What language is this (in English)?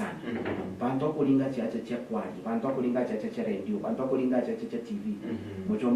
Meru